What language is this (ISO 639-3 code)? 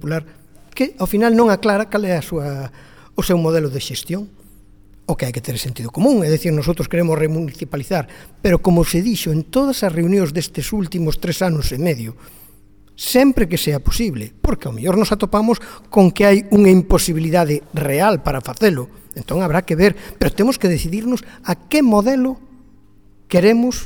glg